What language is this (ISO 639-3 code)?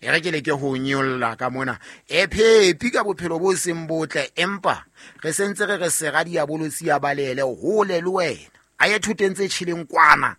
sot